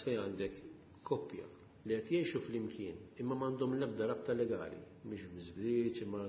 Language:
Maltese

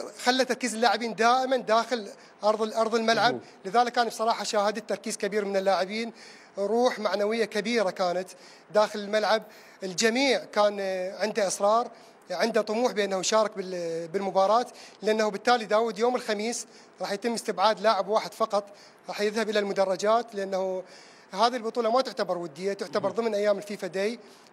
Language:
Mesopotamian Arabic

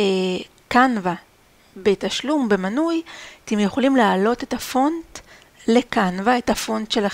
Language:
Hebrew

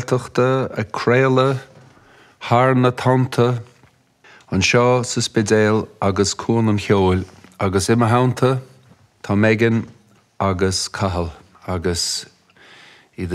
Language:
Irish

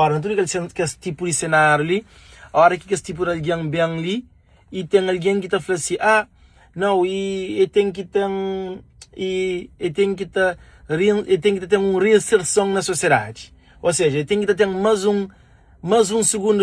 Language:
Kabuverdianu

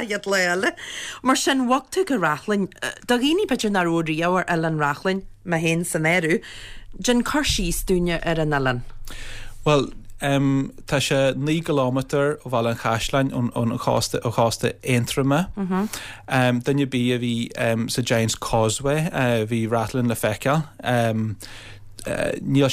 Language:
Irish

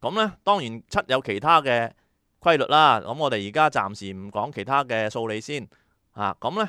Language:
Cantonese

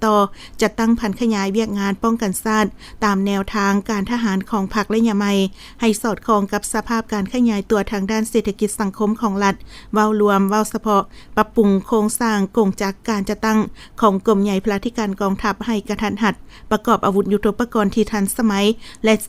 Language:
Lao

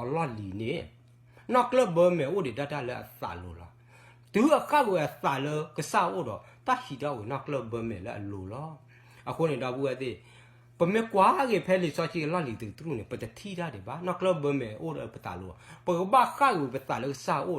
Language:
S'gaw Karen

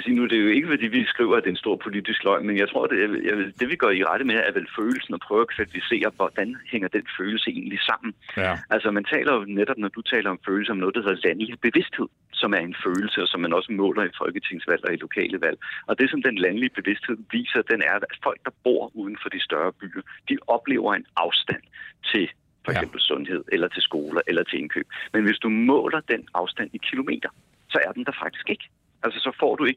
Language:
Danish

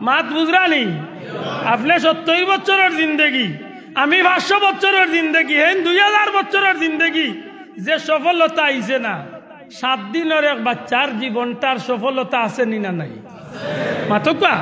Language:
Sylheti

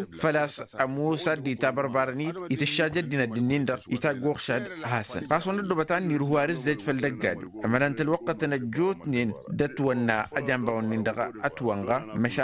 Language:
Tamasheq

